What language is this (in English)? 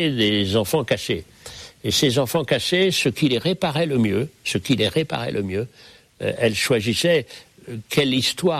French